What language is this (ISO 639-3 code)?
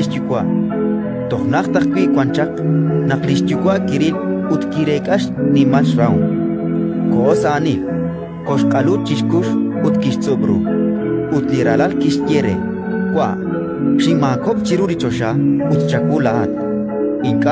kek